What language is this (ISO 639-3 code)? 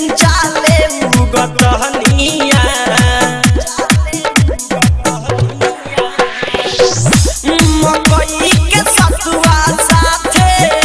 bho